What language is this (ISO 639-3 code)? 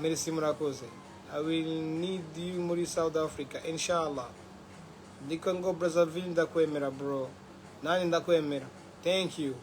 run